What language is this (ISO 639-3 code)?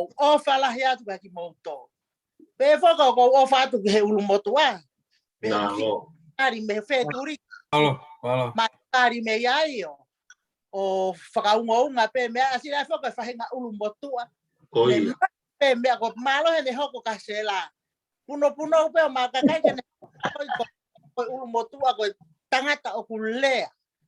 ton